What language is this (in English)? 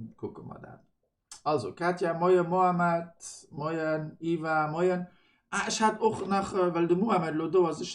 Luxembourgish